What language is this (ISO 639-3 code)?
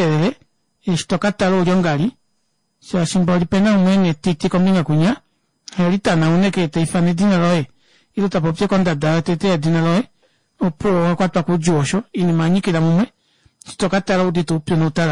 kua